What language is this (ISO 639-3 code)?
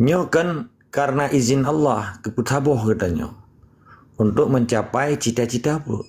ace